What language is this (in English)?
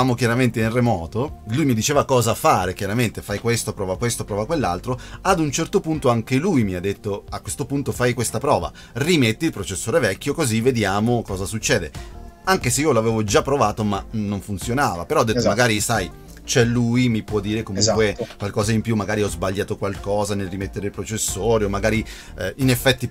Italian